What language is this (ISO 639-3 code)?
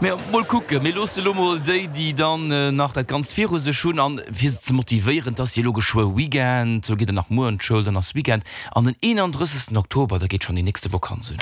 ltz